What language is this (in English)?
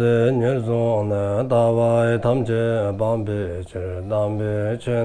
Dzongkha